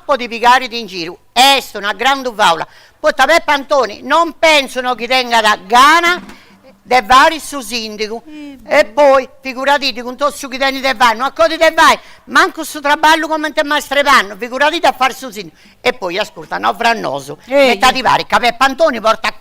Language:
Sardinian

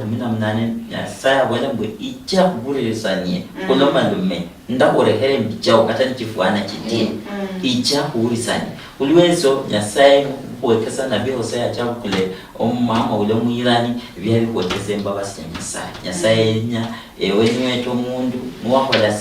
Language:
Luyia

